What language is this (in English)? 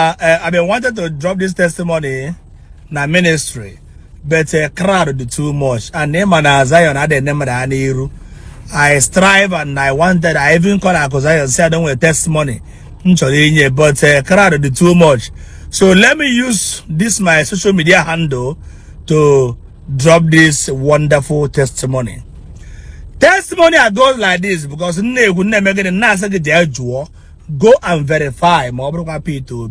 Igbo